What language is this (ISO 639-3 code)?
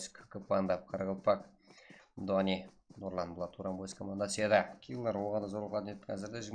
kaa